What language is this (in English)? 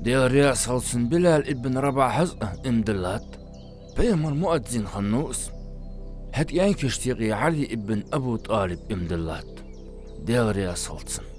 Ingush